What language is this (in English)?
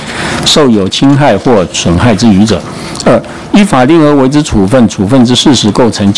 Chinese